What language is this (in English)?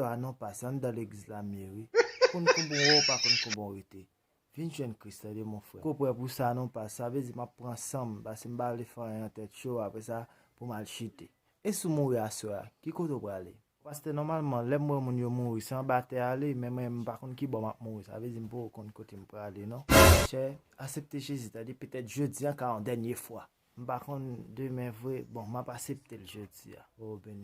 Haitian Creole